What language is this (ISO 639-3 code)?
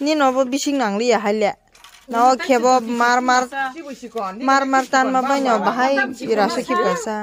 trp